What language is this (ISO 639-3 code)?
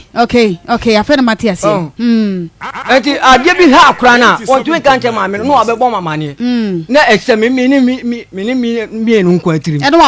aka